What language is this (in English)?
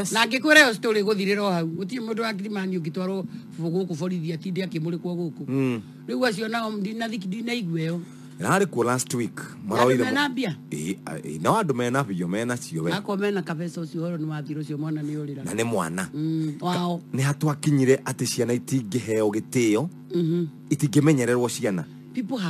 Kikuyu